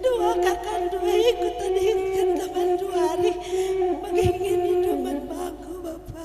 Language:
Batak Karo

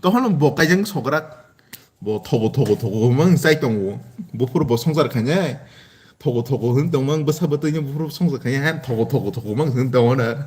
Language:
Kok Borok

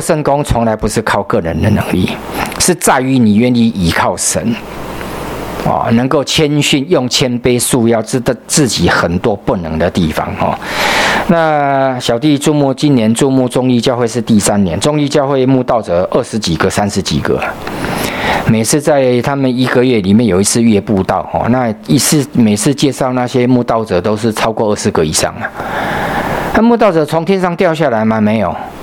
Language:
Chinese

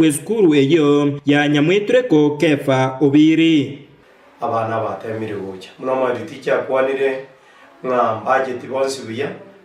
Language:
Gusii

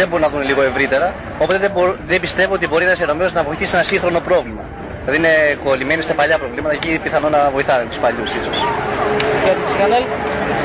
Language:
Greek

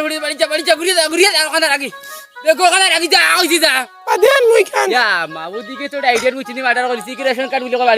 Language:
Sylheti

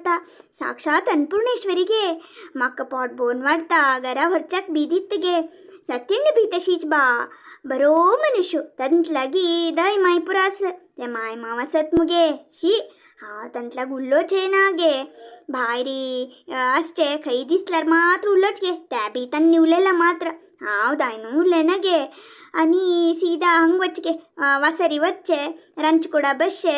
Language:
Konkani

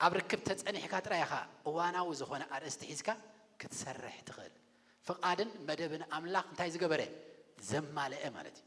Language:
Tigrinya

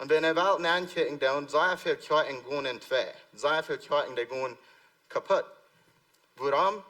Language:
Plautdietsch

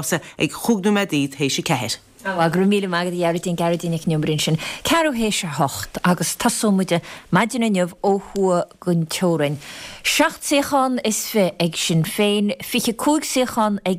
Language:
Irish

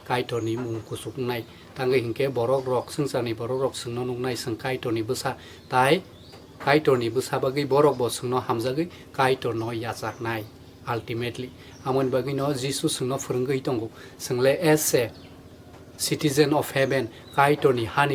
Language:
Kok Borok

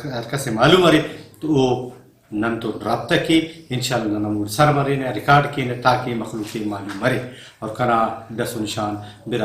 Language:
Brahui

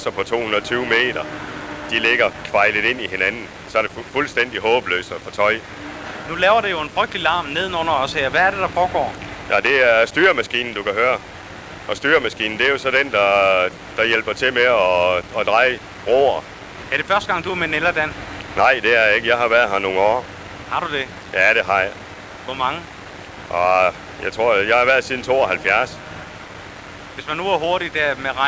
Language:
Danish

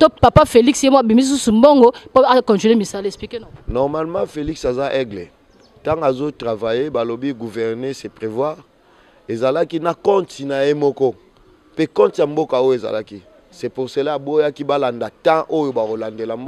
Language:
Lingala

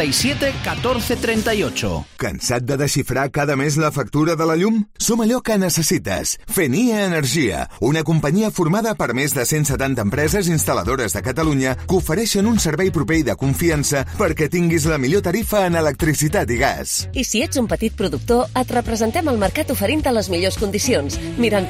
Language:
Catalan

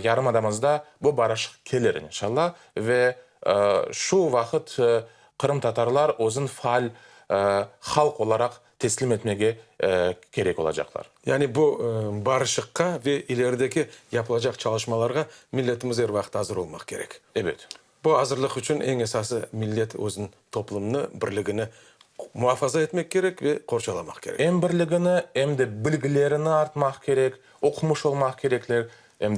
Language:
Crimean Tatar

